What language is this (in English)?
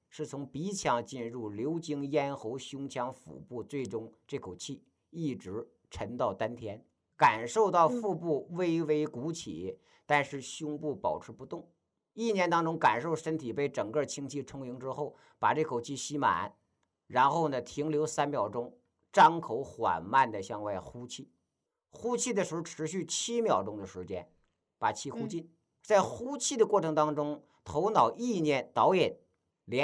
Chinese